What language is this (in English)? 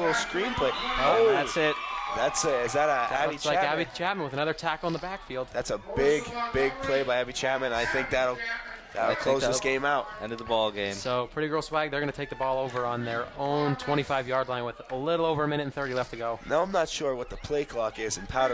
English